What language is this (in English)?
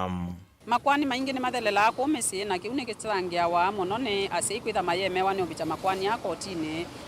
Kamba